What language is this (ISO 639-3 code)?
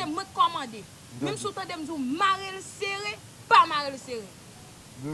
hat